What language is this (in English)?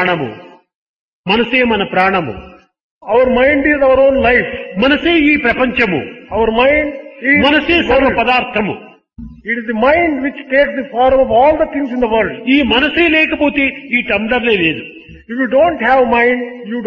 Telugu